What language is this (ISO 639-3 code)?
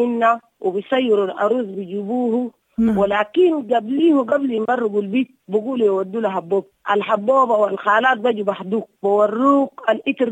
apd